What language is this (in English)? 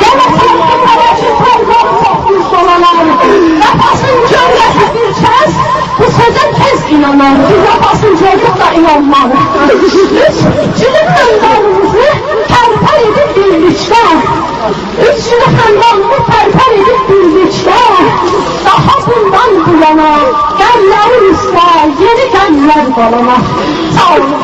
South Azerbaijani